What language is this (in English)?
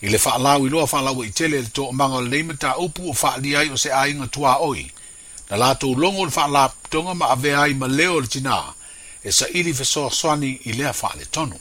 Samoan